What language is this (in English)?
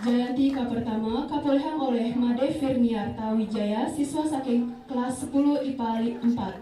Balinese